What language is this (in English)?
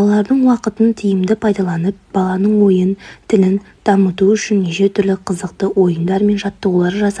Kazakh